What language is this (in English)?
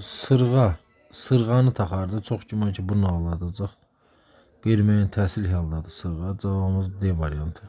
Azerbaijani